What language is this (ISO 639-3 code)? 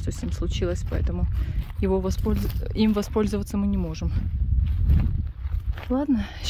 rus